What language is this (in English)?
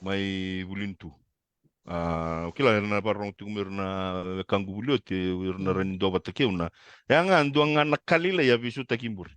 Fijian